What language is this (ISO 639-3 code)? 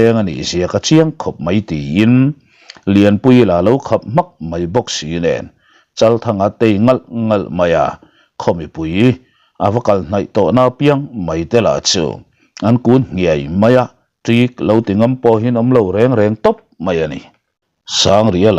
lus